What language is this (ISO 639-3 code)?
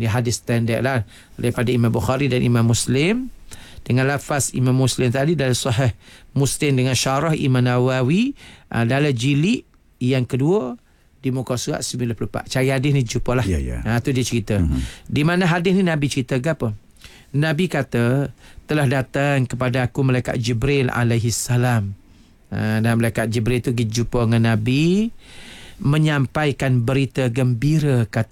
msa